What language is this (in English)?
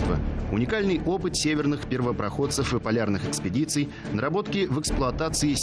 Russian